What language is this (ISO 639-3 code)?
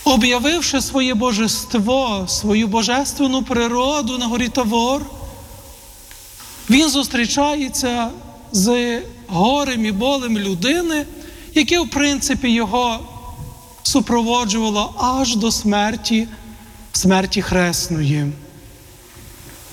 ukr